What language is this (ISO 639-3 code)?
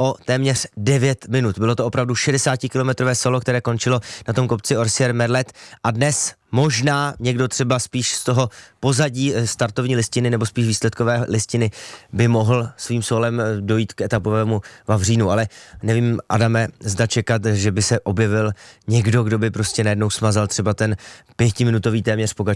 ces